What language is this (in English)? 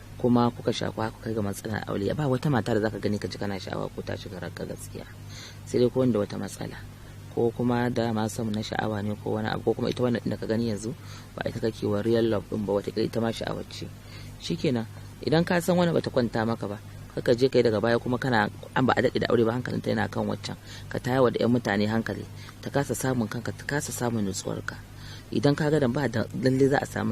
Hausa